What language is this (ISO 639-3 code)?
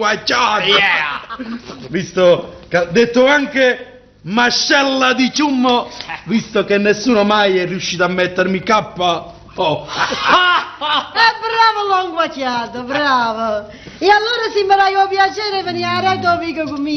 nap